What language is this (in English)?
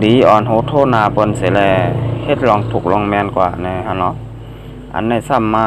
Shan